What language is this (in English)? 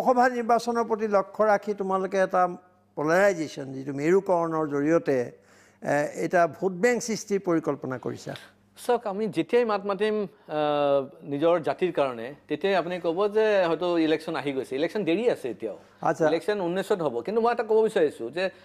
Assamese